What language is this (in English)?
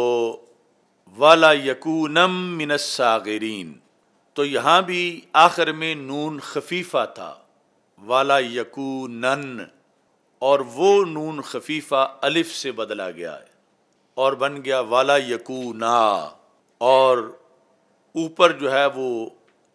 Urdu